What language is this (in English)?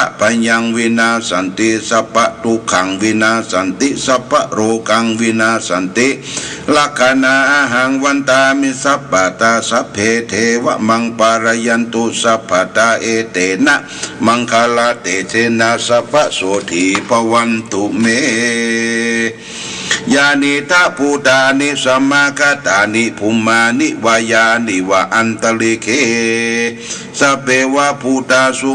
Pali